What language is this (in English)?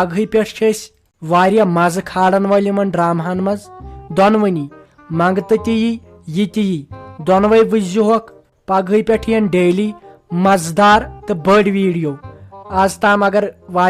Kashmiri